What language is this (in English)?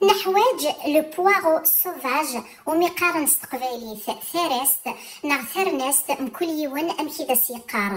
Kabyle